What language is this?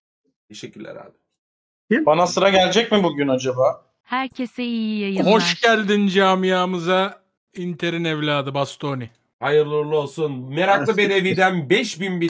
Turkish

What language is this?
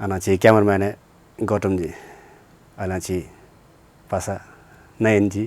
Newari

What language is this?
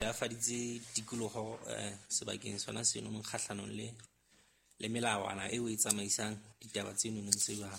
Southern Sotho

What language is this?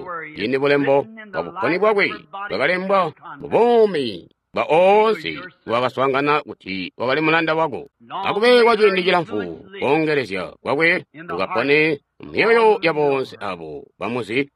Tonga (Zambia)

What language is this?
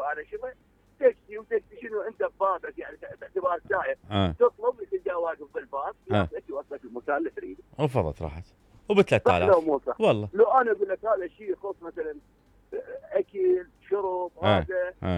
Mesopotamian Arabic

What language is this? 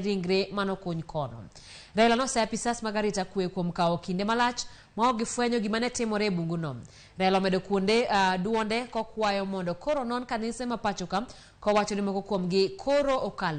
Luo (Kenya and Tanzania)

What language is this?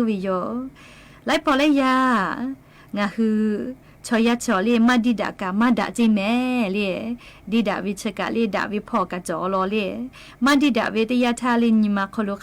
Lahu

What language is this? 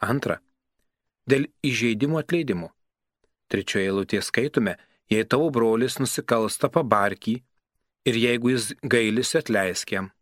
Lithuanian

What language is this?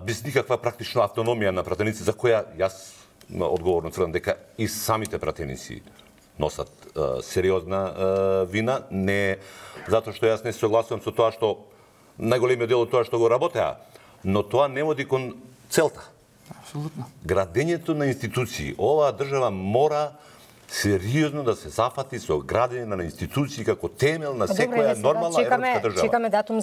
Macedonian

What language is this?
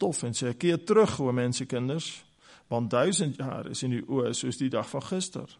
Afrikaans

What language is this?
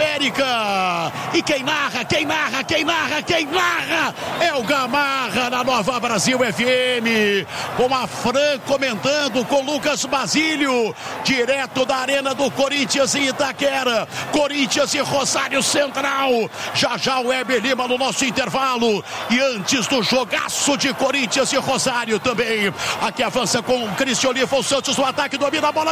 Portuguese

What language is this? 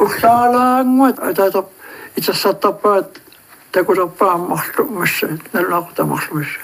Kalaallisut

